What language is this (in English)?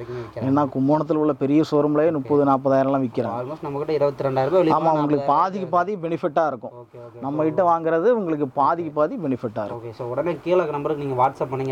Tamil